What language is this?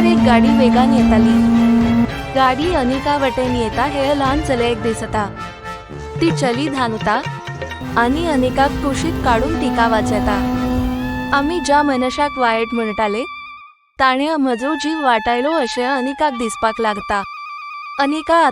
Konkani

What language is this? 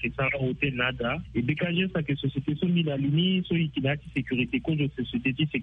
Sango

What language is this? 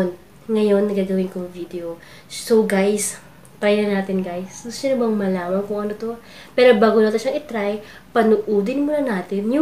Filipino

